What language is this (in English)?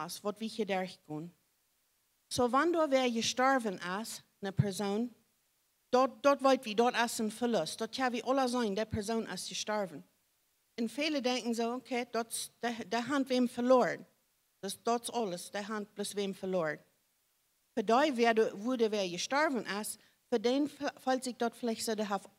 Plautdietsch